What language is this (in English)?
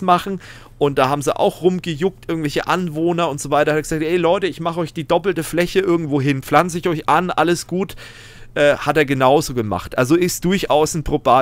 German